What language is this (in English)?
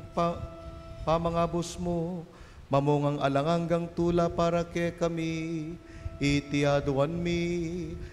Pampanga